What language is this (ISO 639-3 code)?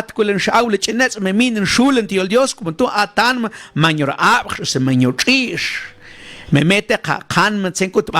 mam